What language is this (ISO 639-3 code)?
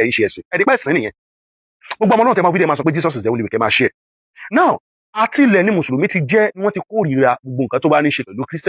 yor